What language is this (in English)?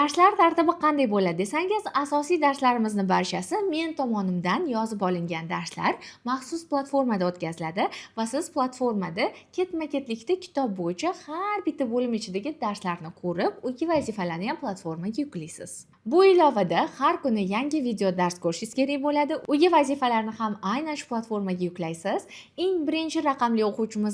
Uzbek